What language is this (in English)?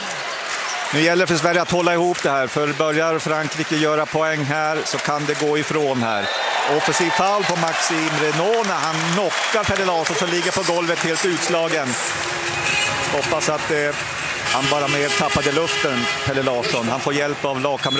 Swedish